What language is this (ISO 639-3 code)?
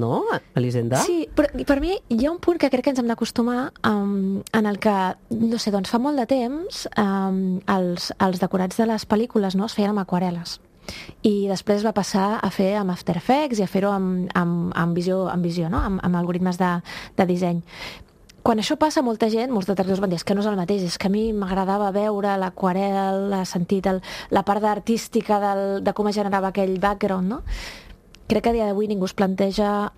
cat